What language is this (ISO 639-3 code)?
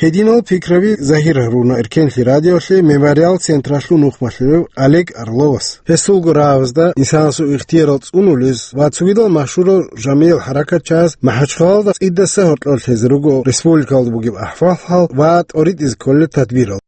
ava